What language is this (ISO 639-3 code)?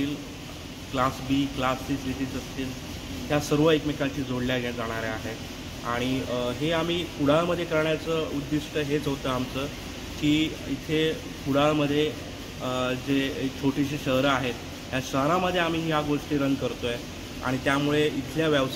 mar